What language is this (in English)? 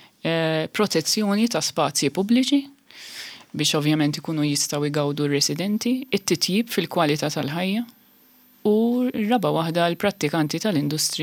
Maltese